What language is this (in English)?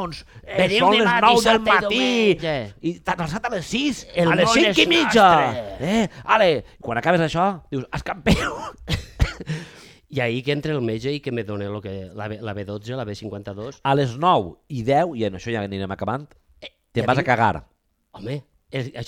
Catalan